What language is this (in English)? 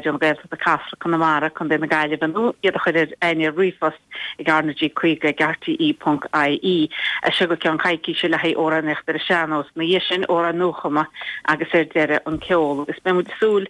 Irish